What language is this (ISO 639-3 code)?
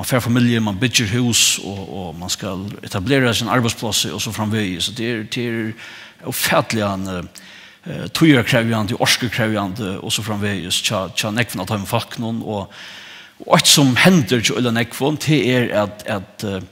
fao